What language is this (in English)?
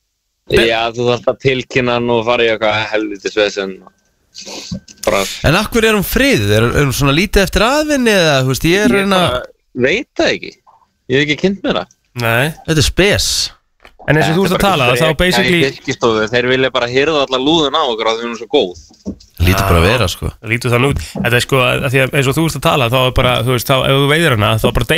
Icelandic